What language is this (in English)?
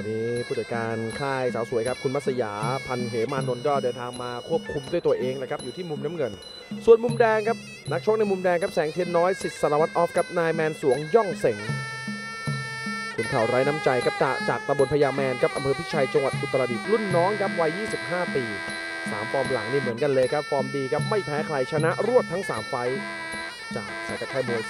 Thai